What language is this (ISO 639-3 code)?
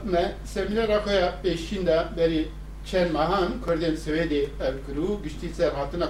kur